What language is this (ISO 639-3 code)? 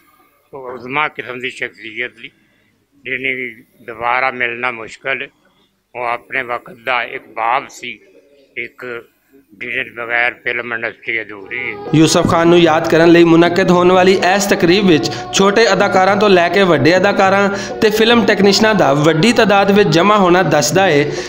lah